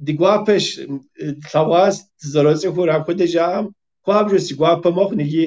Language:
Kabardian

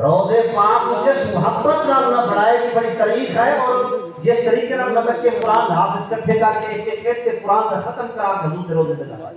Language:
Saraiki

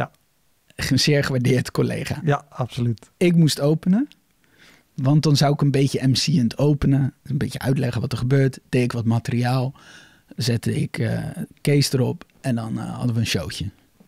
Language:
Dutch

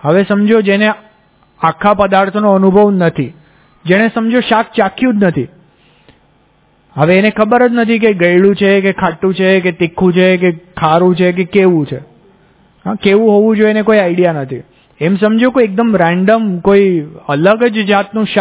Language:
Gujarati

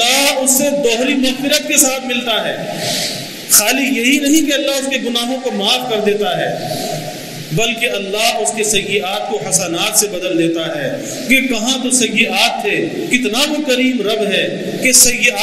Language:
Urdu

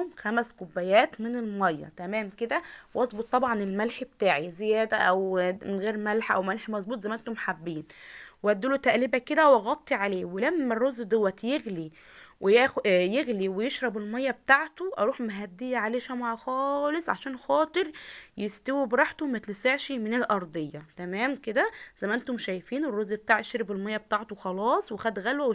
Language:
Egyptian Arabic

